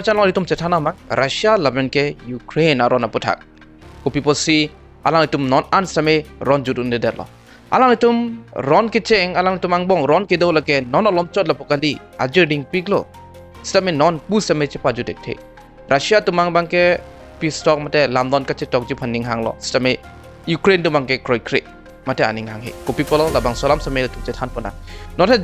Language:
Karbi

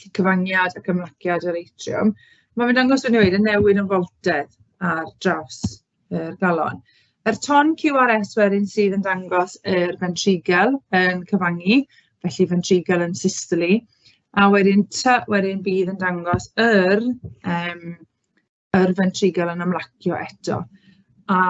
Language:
Welsh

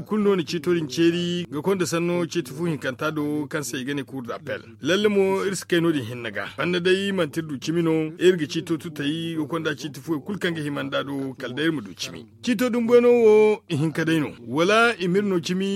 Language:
Zarma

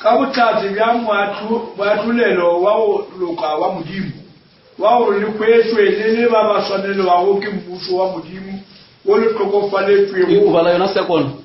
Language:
Northern Sotho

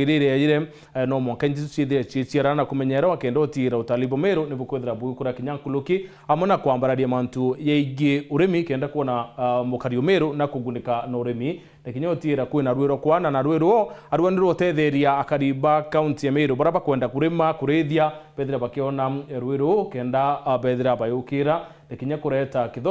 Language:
Meru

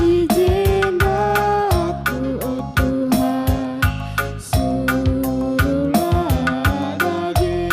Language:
Batak Karo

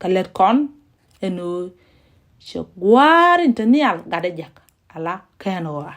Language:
Nuer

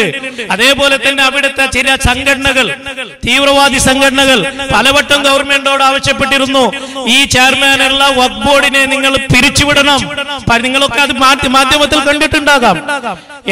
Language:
Malayalam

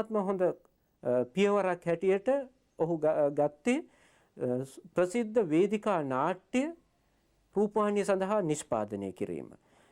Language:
Sinhala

